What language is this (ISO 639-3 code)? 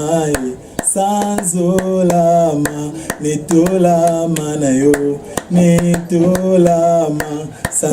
lin